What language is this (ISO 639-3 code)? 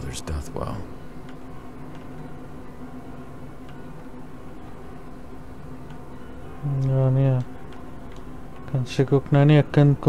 afr